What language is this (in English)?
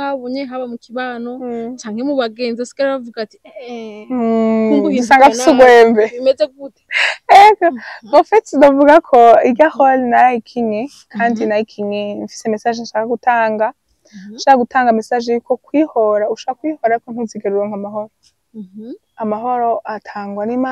Rundi